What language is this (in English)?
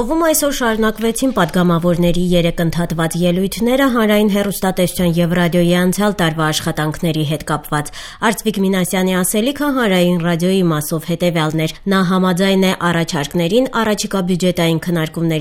Armenian